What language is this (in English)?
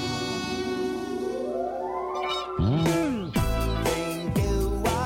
Portuguese